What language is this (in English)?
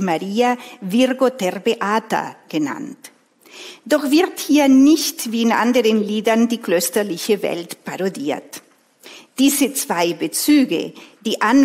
German